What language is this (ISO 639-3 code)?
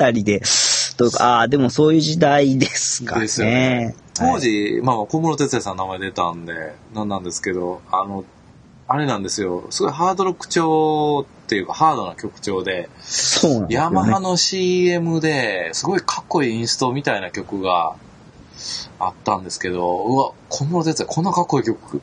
jpn